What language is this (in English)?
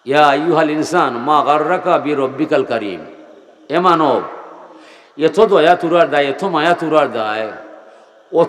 Sylheti